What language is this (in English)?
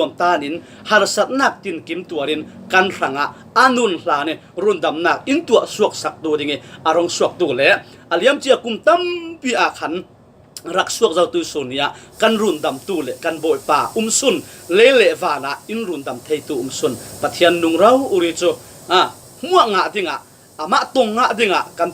Falam Chin